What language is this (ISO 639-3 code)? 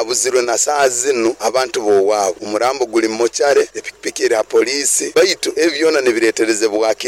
nyn